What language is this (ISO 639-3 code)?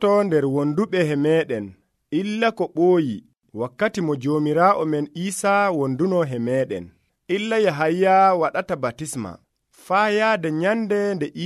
fuv